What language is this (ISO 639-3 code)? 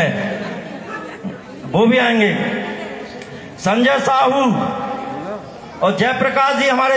hin